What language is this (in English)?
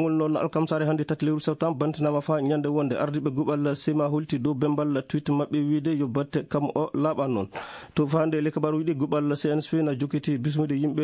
Fula